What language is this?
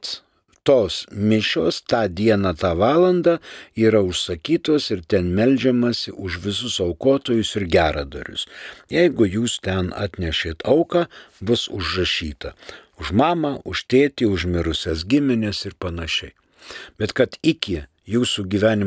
Lithuanian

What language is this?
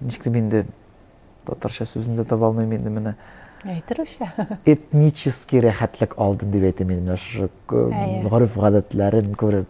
Tatar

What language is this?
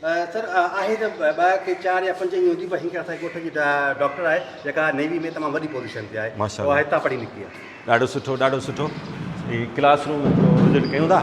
Sindhi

